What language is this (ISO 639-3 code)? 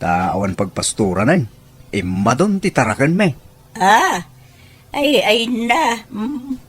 ilo